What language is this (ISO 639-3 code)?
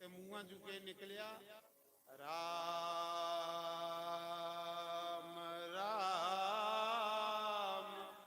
doi